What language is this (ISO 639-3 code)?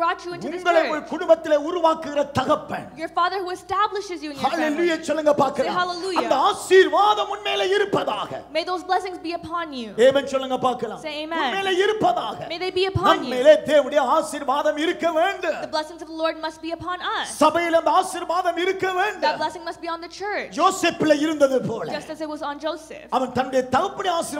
tam